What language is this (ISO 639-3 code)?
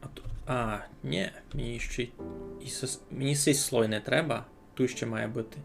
rue